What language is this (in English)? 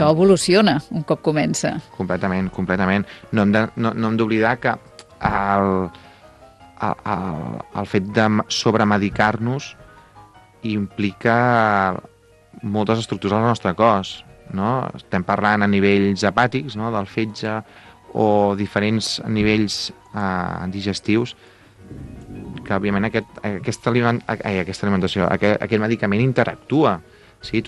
Catalan